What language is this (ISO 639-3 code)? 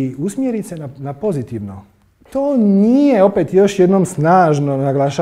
hrv